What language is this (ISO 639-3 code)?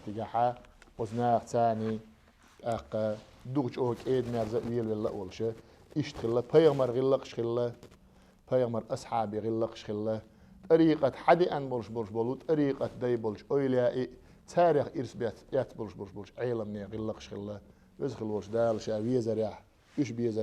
che